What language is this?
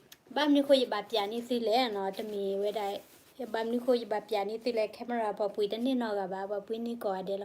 S'gaw Karen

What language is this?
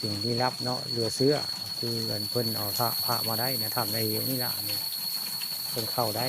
Northeastern Thai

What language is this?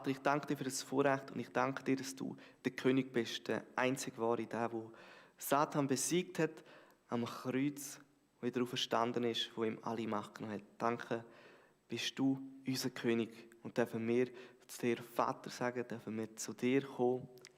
Swiss German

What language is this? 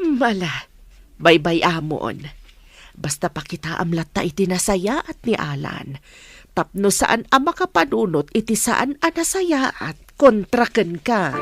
Iloko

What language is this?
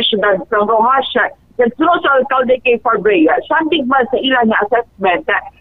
Hiligaynon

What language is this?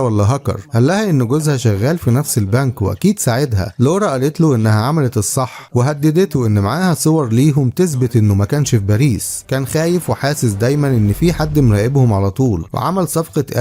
Egyptian Arabic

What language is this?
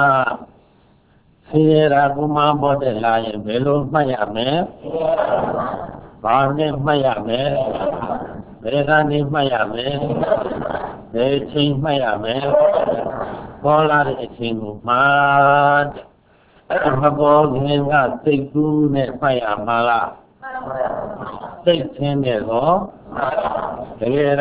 Burmese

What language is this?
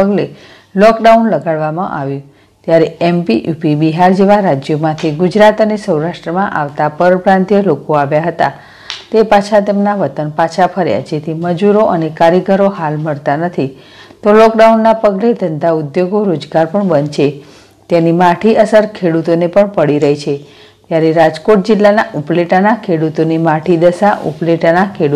Gujarati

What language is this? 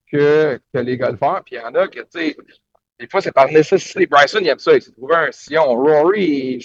French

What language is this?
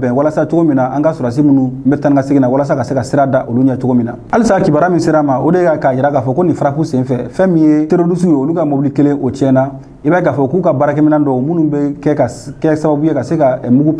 Bambara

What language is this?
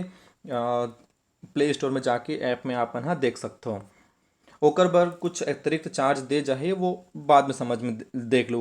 Chhattisgarhi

